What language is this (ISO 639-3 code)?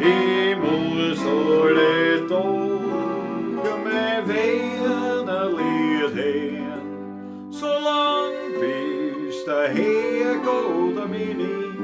bar